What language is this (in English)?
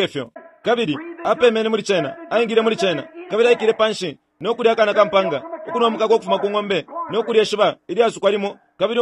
Bemba